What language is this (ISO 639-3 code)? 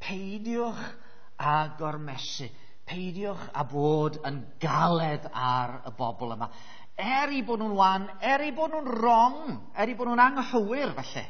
cym